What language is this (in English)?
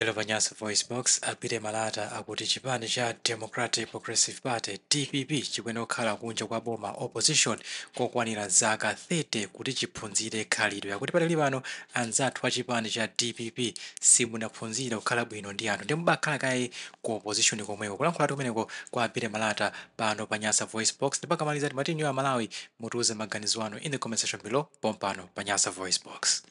Nyanja